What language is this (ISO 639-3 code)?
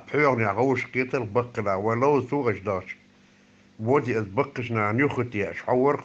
che